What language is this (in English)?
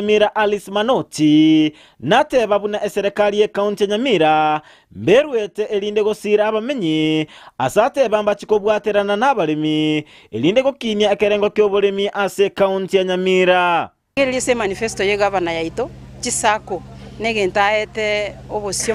Gusii